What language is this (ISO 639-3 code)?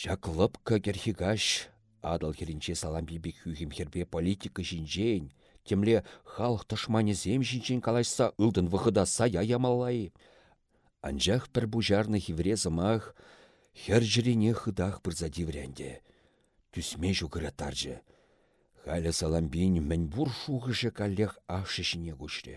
chv